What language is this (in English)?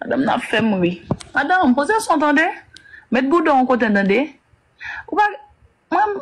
Haitian Creole